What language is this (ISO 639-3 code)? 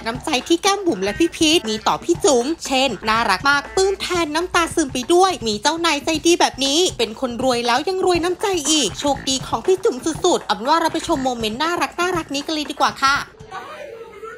tha